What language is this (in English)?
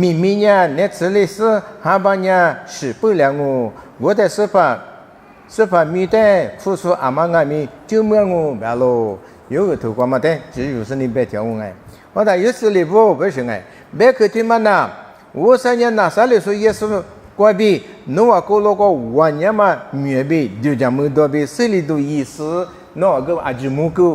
Lisu